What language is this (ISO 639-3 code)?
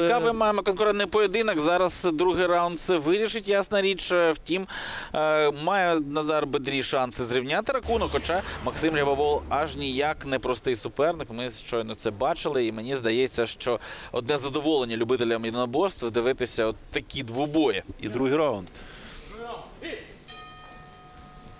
ukr